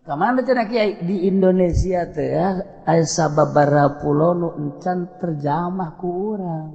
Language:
Sundanese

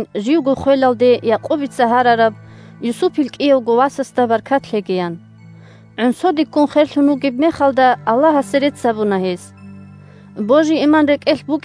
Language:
Avaric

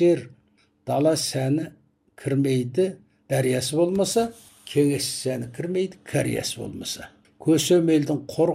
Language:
Kazakh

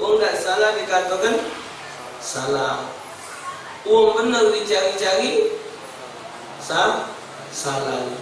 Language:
Musi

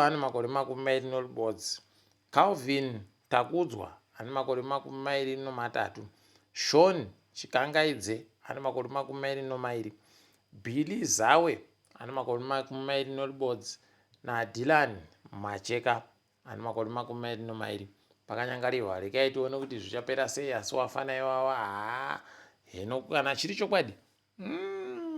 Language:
Ndau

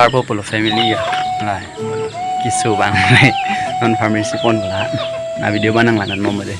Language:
Karbi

